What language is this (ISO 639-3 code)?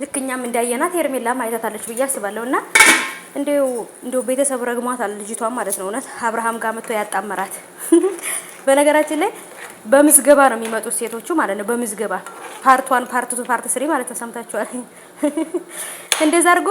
amh